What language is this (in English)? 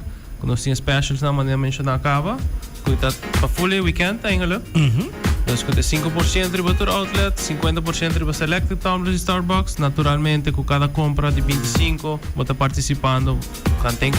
Papiamento